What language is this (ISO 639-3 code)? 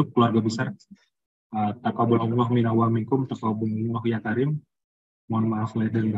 ind